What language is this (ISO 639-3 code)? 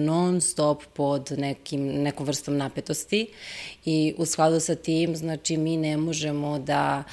srp